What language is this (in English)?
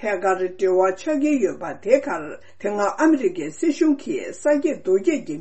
Tibetan